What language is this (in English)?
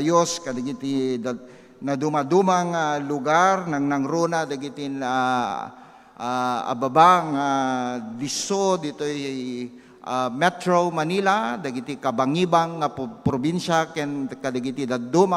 Iloko